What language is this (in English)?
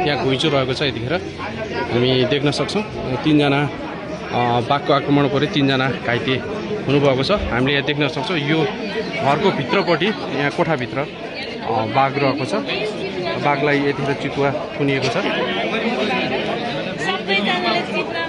Nepali